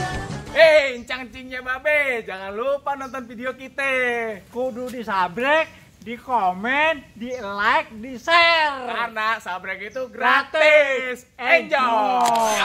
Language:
Betawi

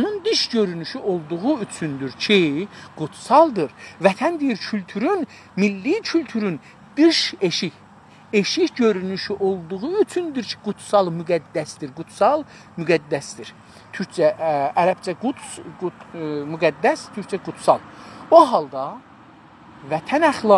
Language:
South Azerbaijani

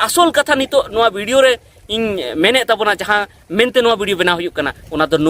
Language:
Santali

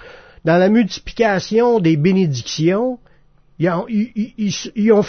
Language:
French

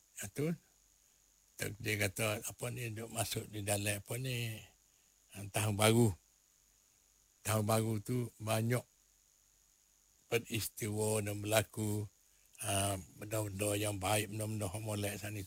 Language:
Malay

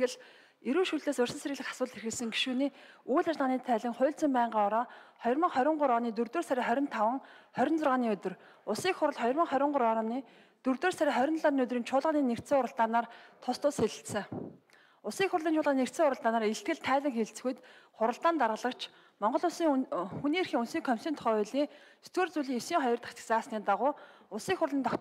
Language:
Mongolian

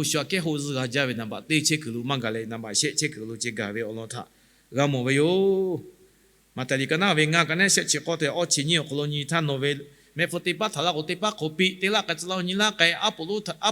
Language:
Lahu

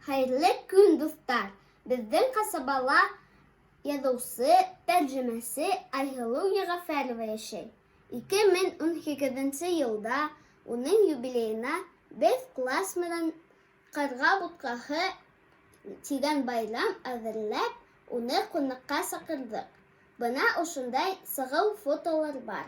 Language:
Bashkir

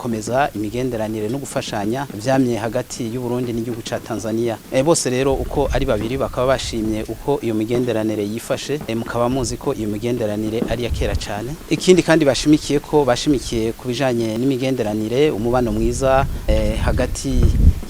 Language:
Rundi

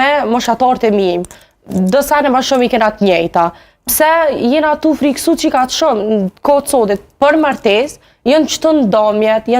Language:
Albanian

